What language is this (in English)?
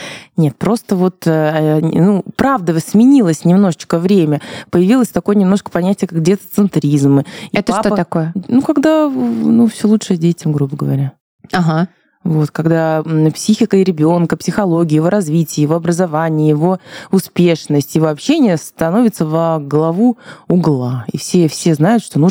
Russian